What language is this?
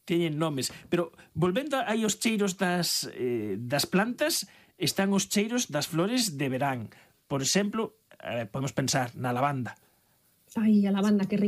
Galician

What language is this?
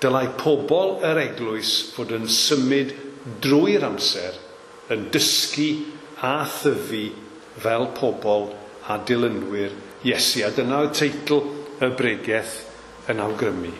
Welsh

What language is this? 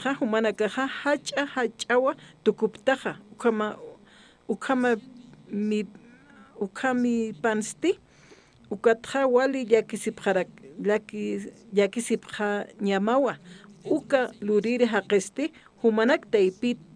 Aymara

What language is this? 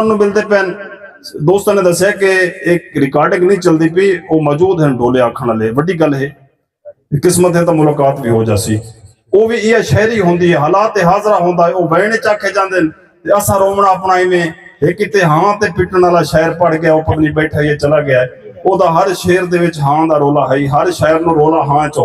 Saraiki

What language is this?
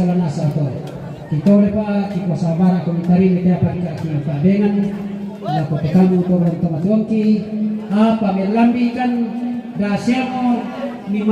Toraja-Sa'dan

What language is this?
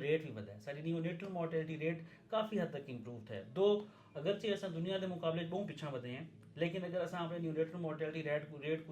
Saraiki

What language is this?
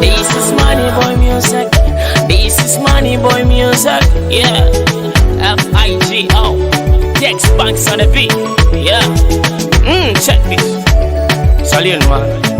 Nyoro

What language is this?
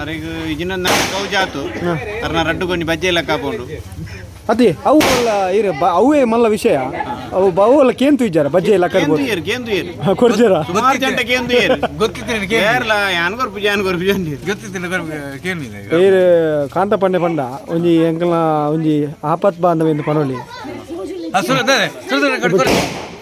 Tulu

